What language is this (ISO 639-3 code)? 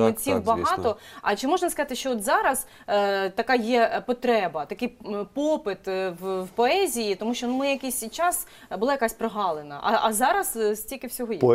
ukr